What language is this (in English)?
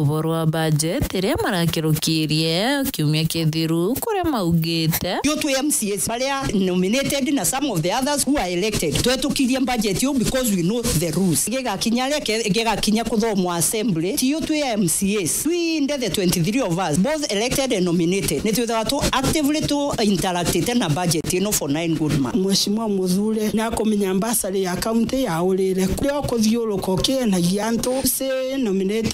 Meru